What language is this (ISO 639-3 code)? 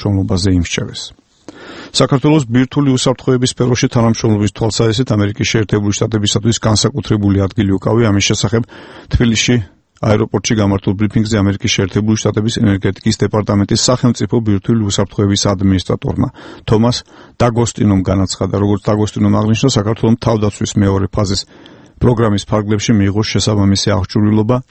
kat